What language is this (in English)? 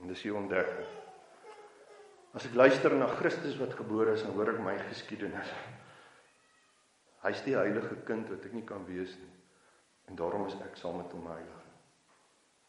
Afrikaans